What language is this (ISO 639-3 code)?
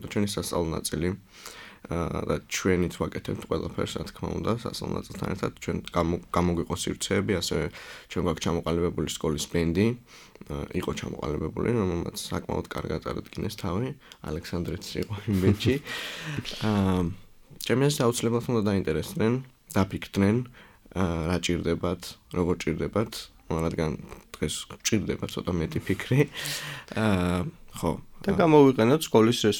kat